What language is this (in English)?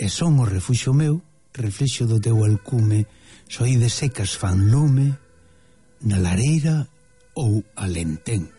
Galician